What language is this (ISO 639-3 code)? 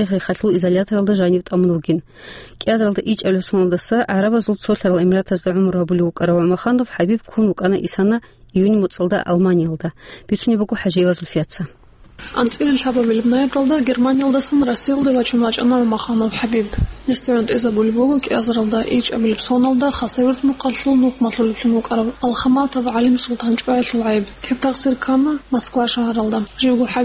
ava